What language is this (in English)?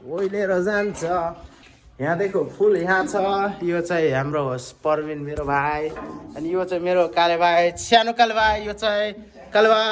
Nepali